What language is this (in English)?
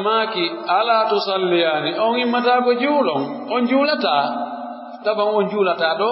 Pular